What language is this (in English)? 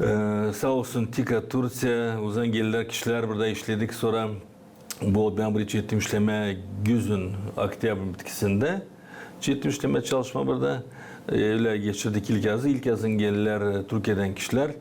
Gagauz